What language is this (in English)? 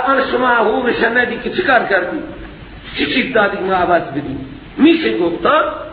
Persian